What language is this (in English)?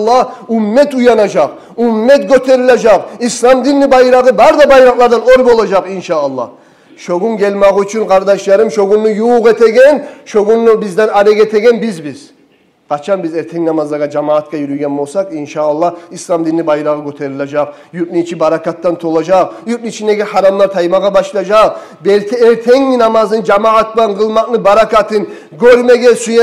Kumyk